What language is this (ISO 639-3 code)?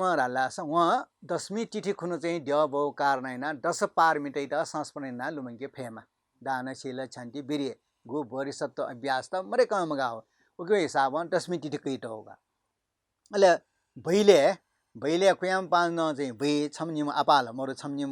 new